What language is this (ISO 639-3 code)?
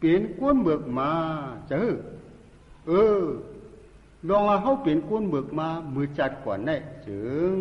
shn